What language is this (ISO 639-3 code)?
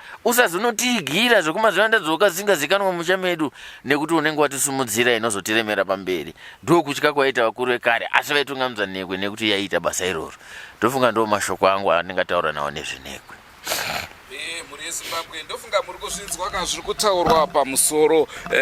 sna